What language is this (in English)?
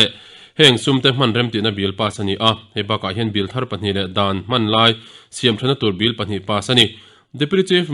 Mizo